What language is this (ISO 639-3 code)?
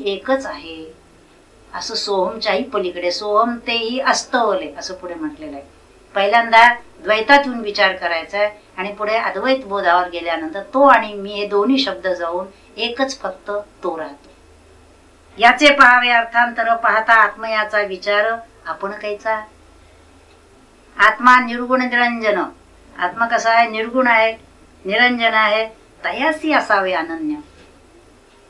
mar